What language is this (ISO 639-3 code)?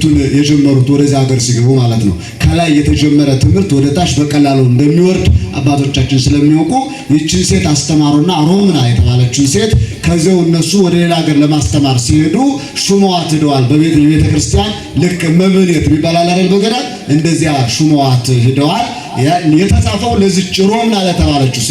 amh